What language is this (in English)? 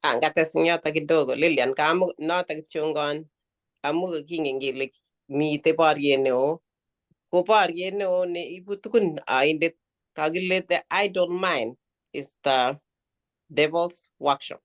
Kalenjin